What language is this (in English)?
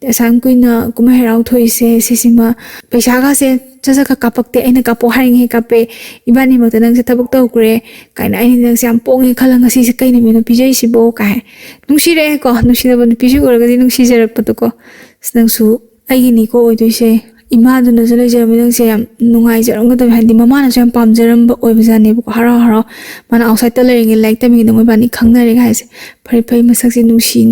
Manipuri